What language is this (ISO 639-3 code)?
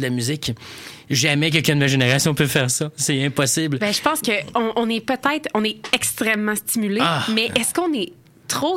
fra